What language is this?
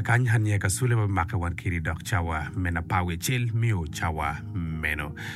Acoli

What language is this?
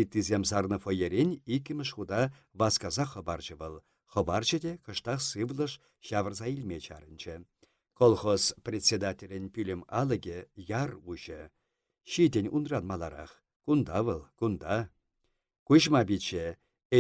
Chuvash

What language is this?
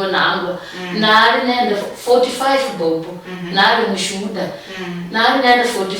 Luyia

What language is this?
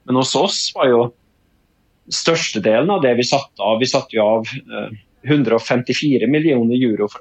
Norwegian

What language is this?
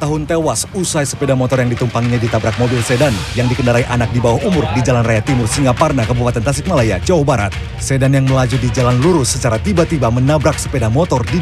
Indonesian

